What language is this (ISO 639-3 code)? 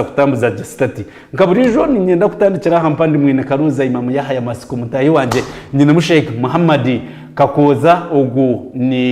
nyn